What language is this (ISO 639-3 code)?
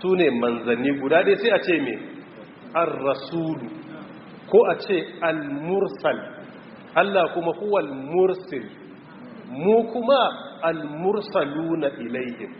hau